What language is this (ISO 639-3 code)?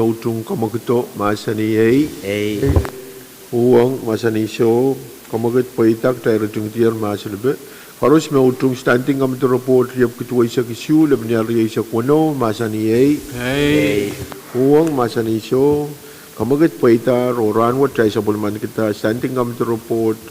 pon